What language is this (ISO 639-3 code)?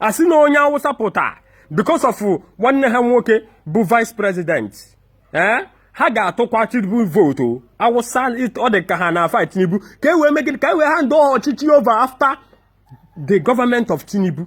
ibo